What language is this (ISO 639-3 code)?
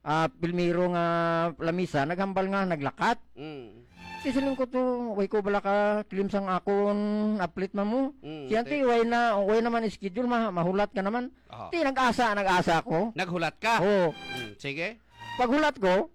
hil